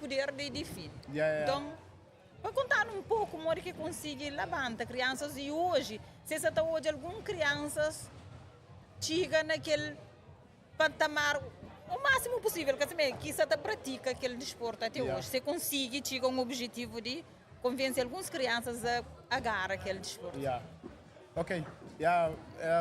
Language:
Kabuverdianu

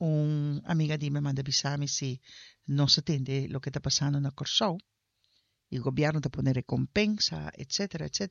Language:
Papiamento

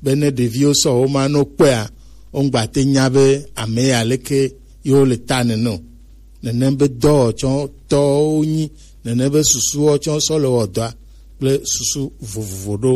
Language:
Gen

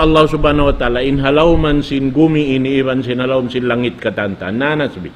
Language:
Tausug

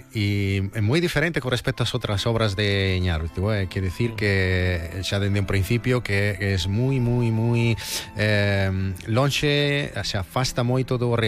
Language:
Galician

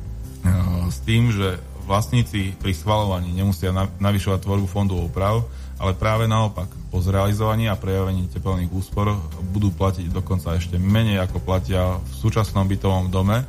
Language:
Slovak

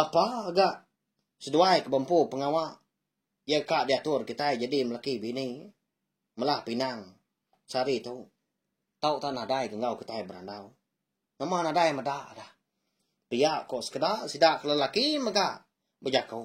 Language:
Iban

